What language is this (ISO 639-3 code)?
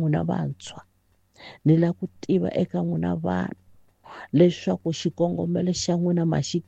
tso